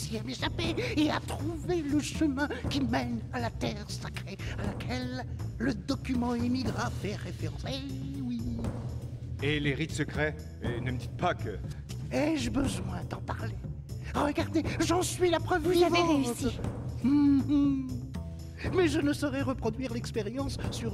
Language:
French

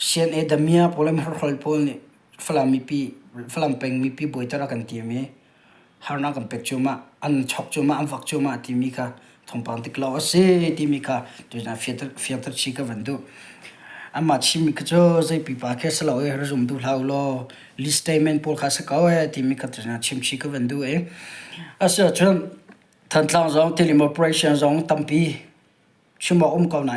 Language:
Hakha Chin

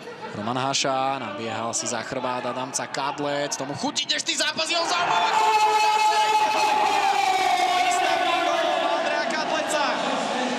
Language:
Slovak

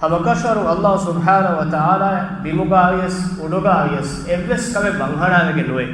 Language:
Divehi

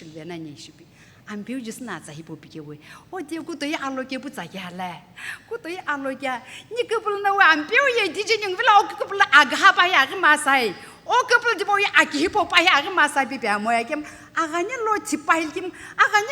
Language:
Sumi Naga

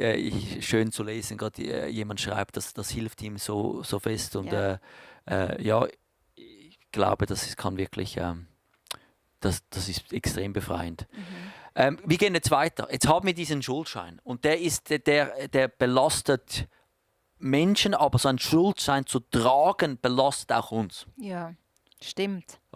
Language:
Swiss German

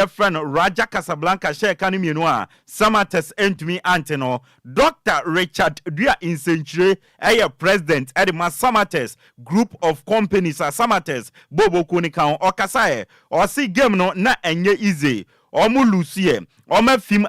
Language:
Akan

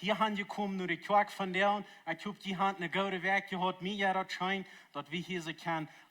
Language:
Plautdietsch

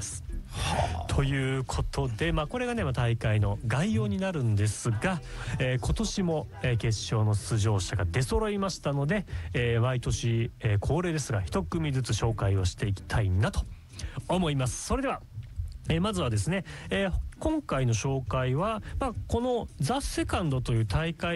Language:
Japanese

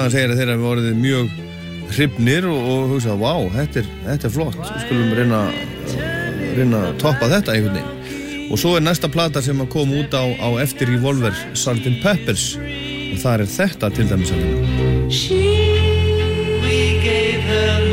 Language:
Icelandic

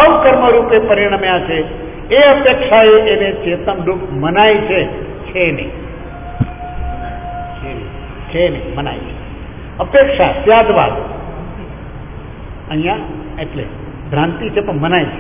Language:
Gujarati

